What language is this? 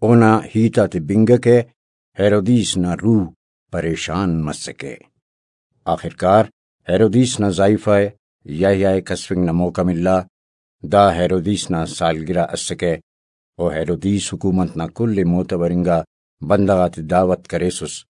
Brahui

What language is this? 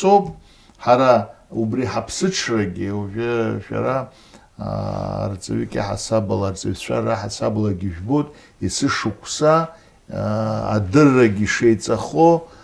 Abkhazian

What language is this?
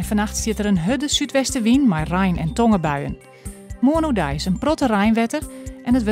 Western Frisian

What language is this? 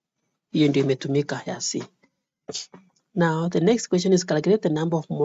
Swahili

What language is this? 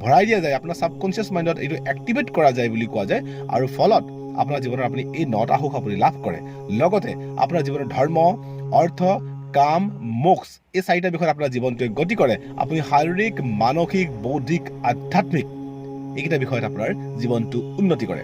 Assamese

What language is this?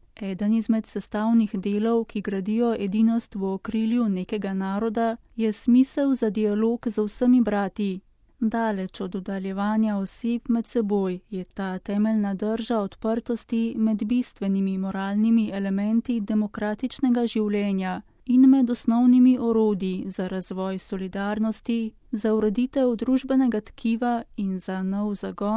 Slovenian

